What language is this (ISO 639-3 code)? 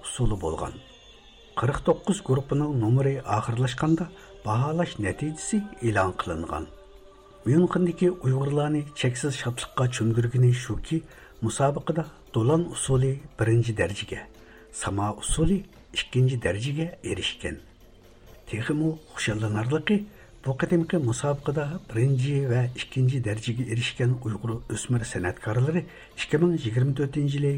uig